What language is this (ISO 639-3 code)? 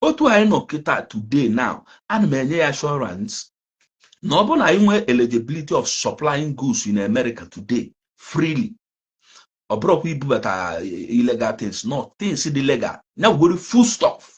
ibo